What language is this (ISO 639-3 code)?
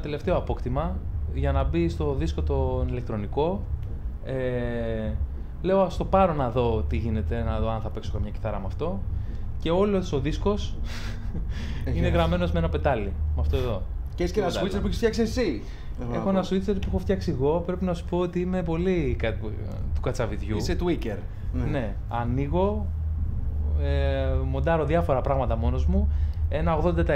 ell